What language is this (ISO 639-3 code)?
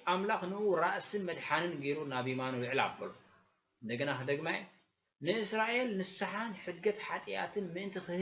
tir